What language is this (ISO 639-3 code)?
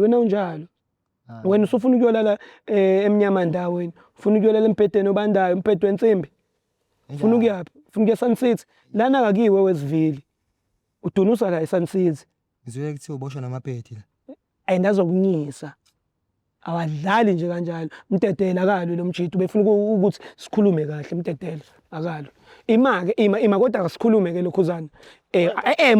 zul